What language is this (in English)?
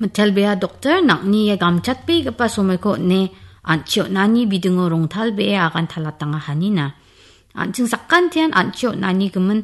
Garo